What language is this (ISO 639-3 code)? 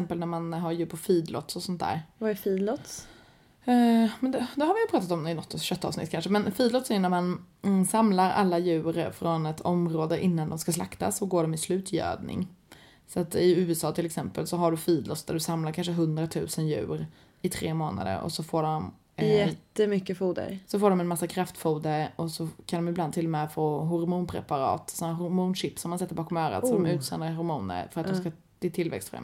swe